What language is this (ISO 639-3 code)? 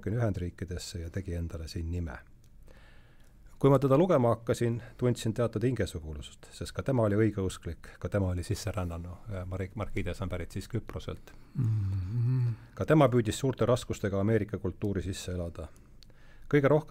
est